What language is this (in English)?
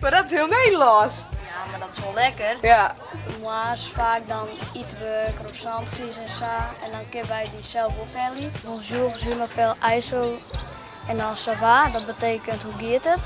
Western Frisian